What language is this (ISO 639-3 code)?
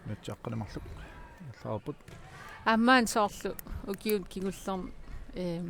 kal